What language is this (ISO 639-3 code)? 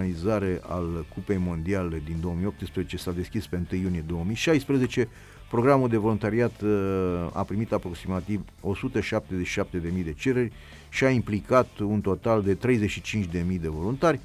ron